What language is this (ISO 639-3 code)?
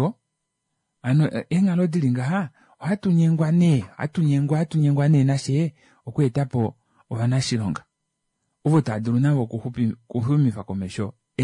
kua